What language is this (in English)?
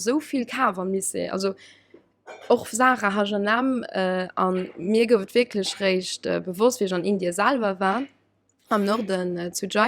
Luxembourgish